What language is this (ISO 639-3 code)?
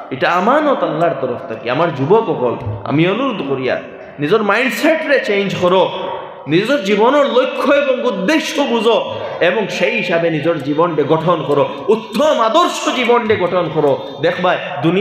syl